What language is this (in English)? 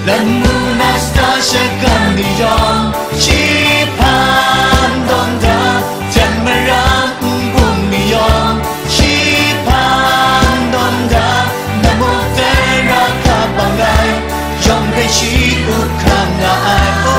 Kachin